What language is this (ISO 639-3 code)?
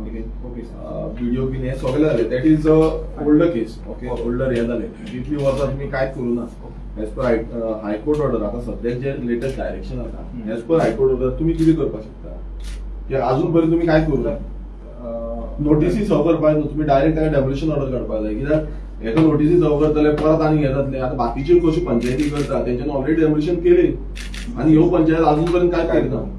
kok